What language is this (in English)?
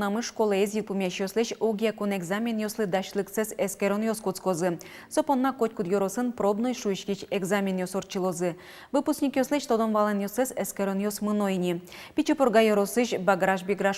Udmurt